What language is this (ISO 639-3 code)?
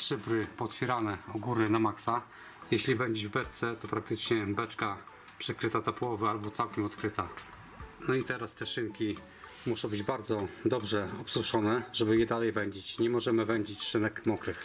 pol